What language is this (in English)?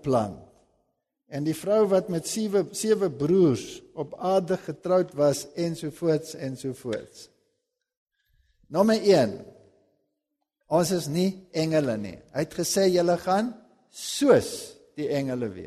Afrikaans